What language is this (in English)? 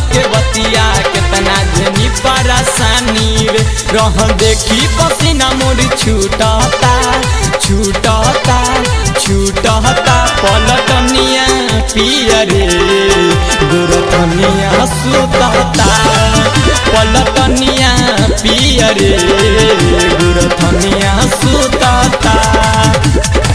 Bhojpuri